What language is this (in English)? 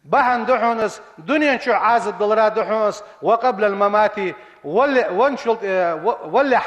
Ingush